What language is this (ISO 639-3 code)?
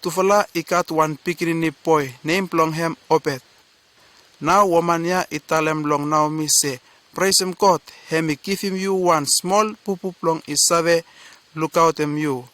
bis